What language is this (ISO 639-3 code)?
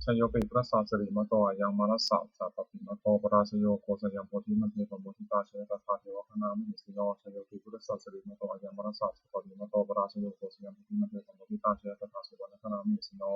pli